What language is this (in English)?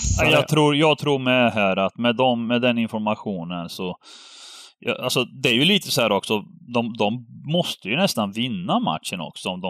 Swedish